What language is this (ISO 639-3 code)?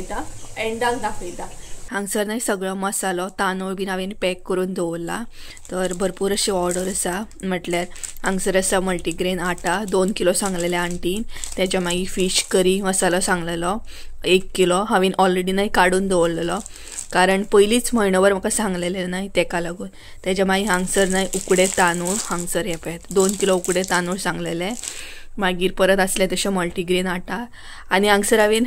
kok